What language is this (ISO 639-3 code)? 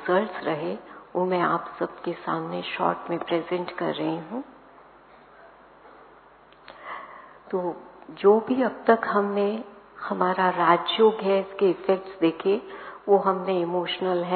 hin